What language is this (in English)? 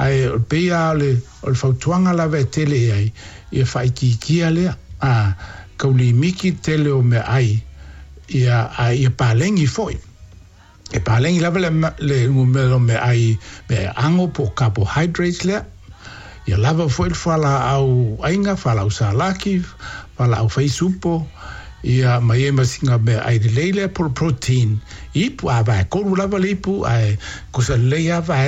Samoan